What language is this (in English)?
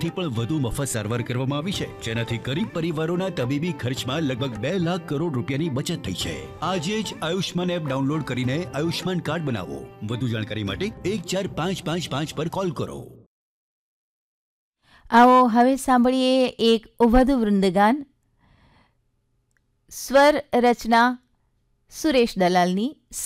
Gujarati